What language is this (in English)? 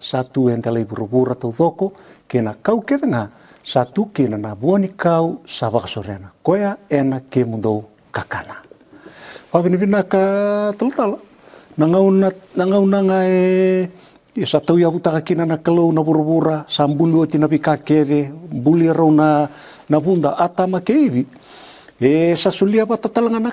Fijian